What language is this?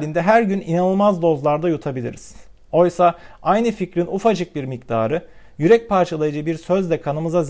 Turkish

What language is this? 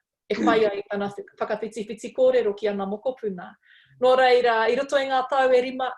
Māori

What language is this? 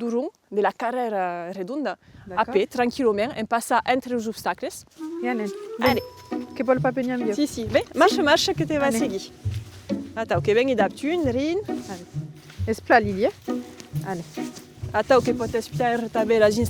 Occitan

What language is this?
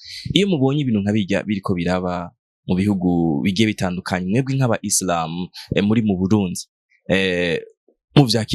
Rundi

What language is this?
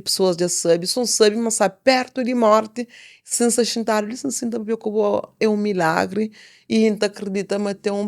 Kabuverdianu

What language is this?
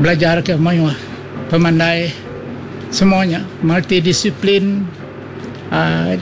Iban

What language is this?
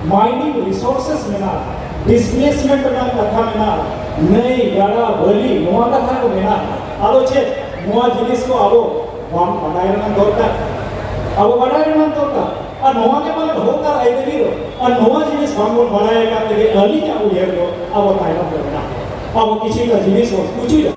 Santali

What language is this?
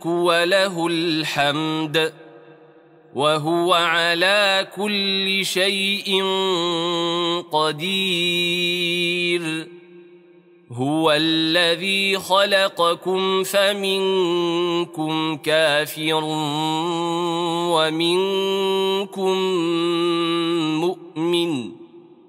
Arabic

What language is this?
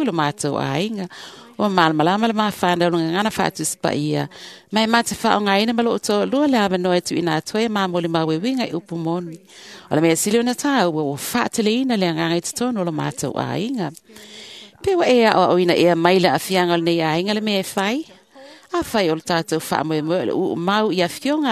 Samoan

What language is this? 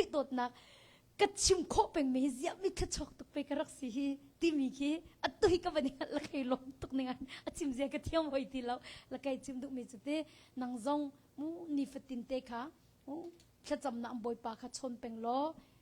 Hakha Chin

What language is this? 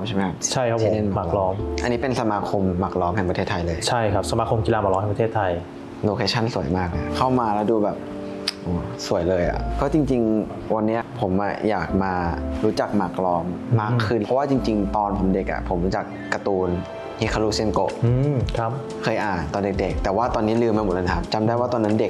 Thai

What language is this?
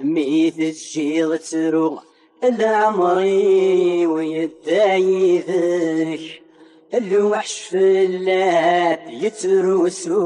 Kabyle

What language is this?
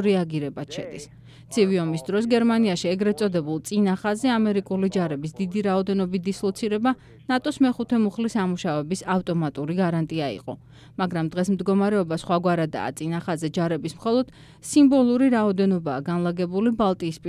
Georgian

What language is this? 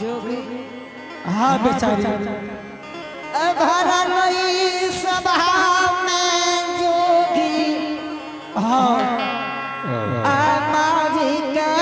Angika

